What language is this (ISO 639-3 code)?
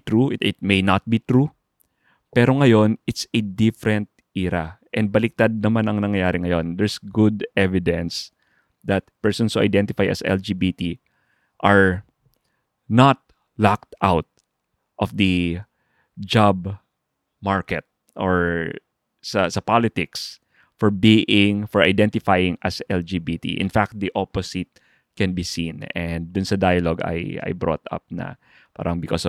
fil